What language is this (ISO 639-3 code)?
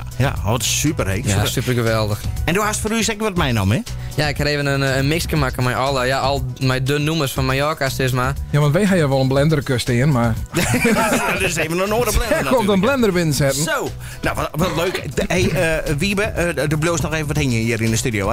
fry